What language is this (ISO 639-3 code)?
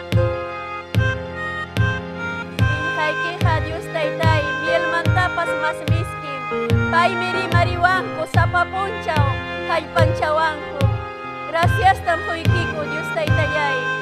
quy